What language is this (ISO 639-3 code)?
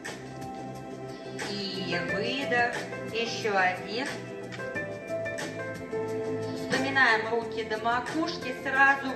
rus